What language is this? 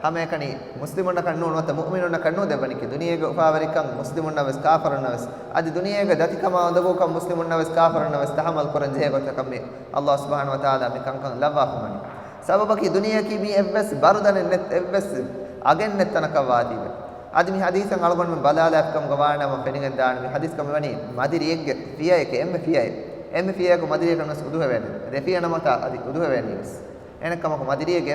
Divehi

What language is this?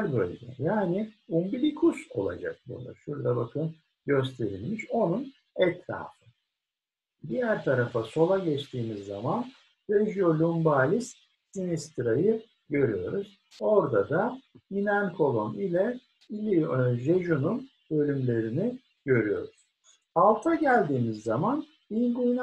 Turkish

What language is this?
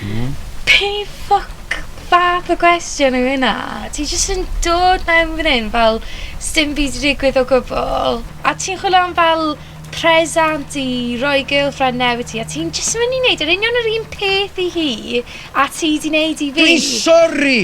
Welsh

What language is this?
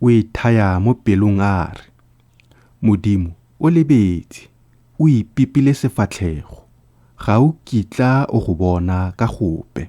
Tswana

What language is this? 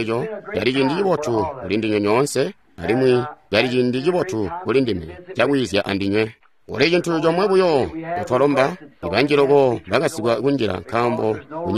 Tonga (Zambia)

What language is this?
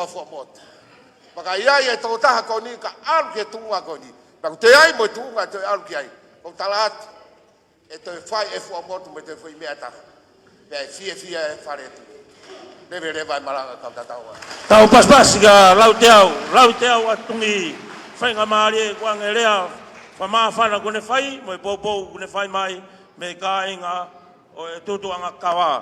Tongan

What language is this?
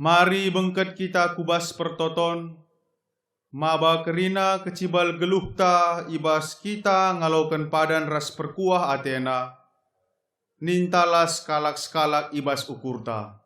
Batak Karo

